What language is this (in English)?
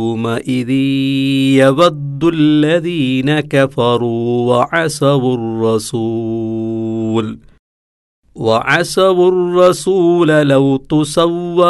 Malayalam